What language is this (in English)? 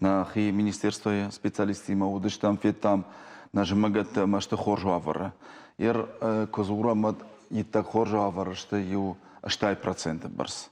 Ossetic